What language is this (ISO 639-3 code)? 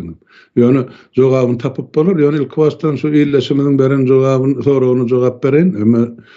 tuk